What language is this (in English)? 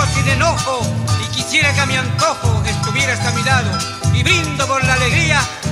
Spanish